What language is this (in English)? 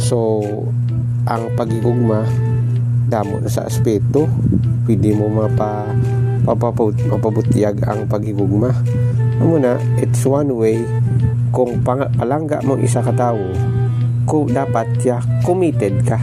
Hiligaynon